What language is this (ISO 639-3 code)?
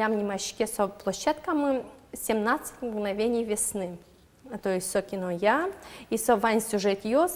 udm